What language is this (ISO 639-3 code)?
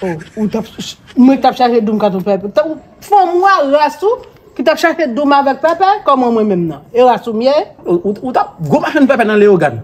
hat